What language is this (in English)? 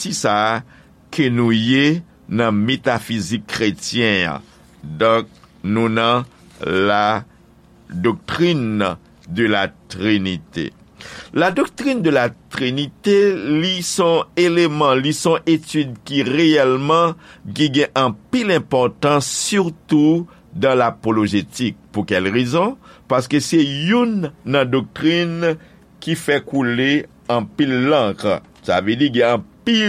Haitian Creole